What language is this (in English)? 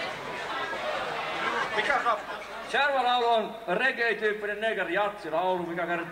Finnish